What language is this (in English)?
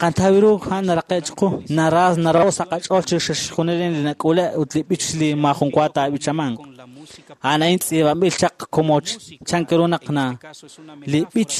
Kekchí